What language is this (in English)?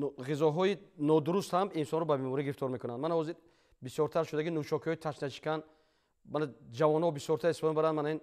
Tajik